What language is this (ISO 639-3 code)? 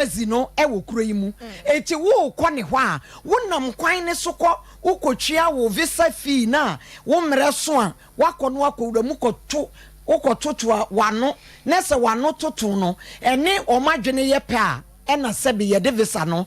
aka